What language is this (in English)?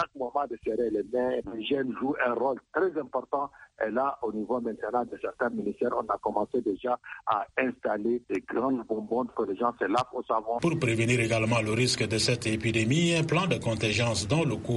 French